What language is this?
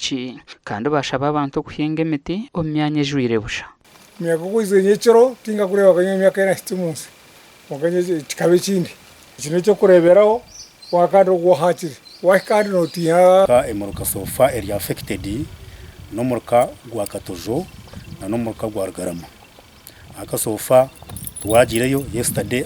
Nyankole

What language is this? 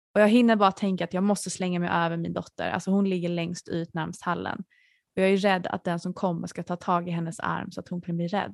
Swedish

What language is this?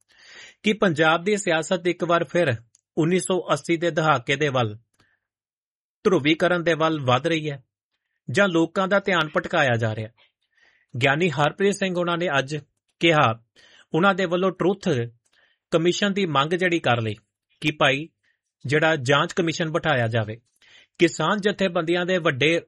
Punjabi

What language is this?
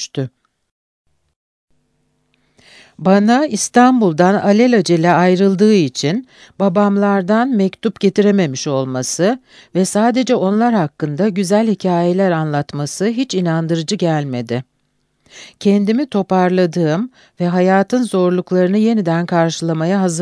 Turkish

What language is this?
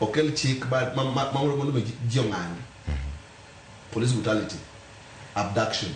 Luo (Kenya and Tanzania)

